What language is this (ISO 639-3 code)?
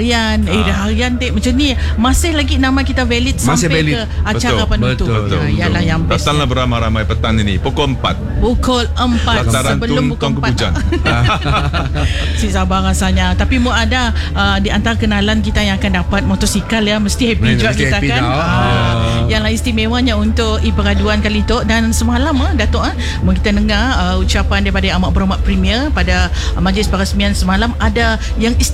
msa